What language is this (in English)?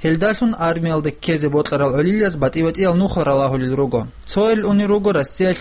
Avaric